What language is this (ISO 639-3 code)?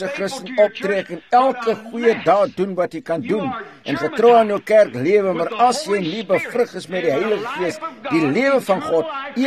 afr